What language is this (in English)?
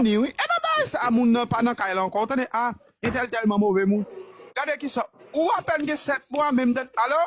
Haitian Creole